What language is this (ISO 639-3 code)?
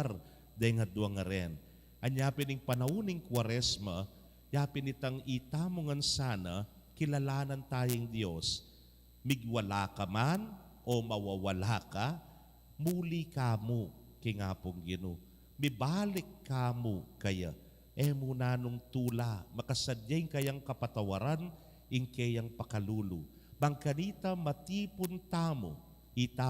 pam